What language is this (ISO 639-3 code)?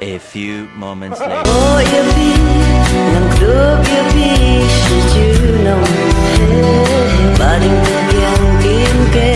kha